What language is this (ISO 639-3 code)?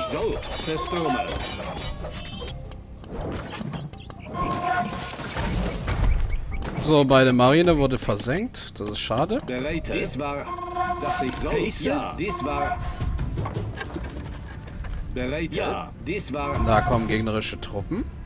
deu